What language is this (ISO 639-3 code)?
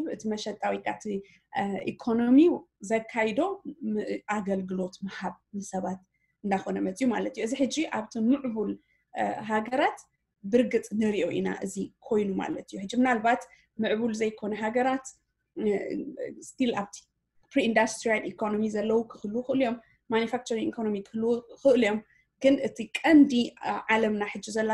tir